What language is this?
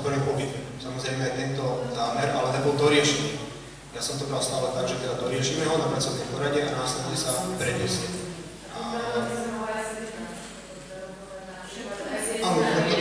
Slovak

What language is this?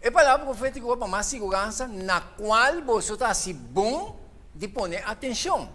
Papiamento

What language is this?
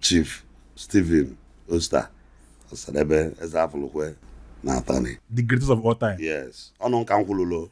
Igbo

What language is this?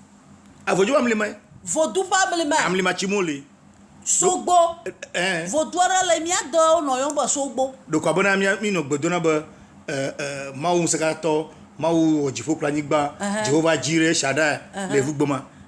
Ewe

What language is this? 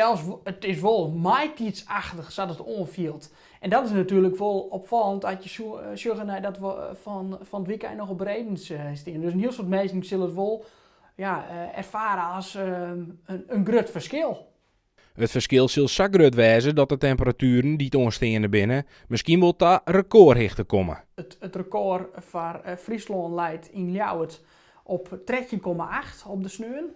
Western Frisian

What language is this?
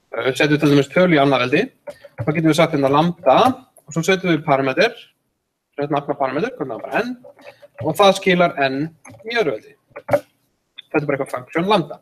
Icelandic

